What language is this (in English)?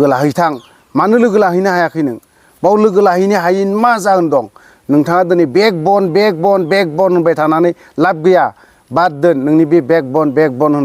Bodo